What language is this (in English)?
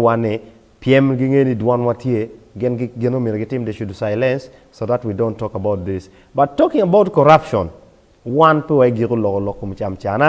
Acoli